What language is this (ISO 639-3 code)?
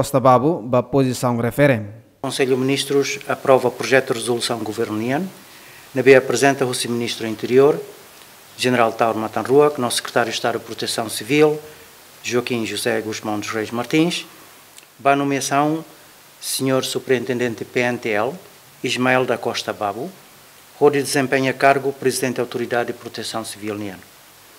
tet